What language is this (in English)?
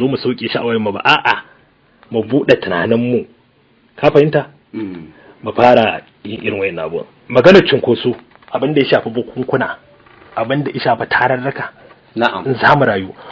Hausa